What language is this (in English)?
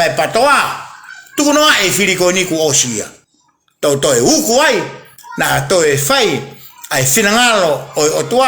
Tongan